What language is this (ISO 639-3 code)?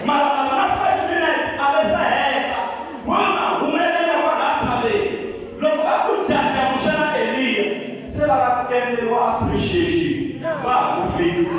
tso